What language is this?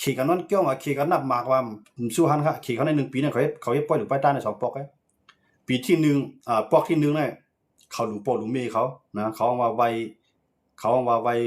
Shan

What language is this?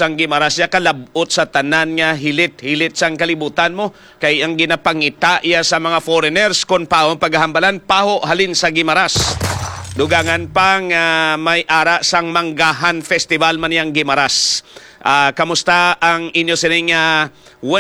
Hiligaynon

